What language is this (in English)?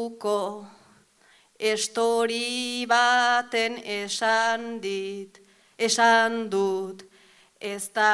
Basque